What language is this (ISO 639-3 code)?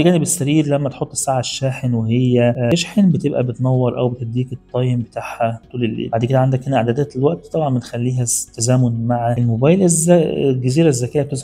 arz